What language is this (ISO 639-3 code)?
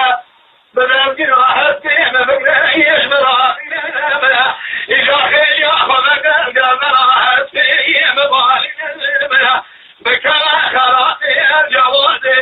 kur